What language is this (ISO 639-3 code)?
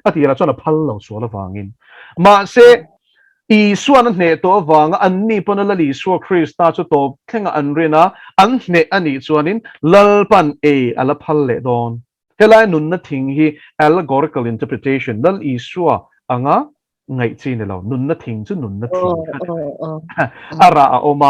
lus